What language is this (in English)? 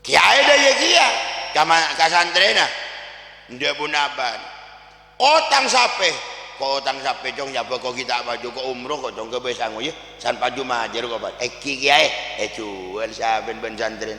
Madurese